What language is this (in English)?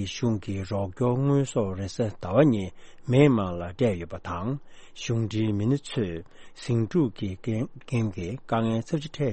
Tibetan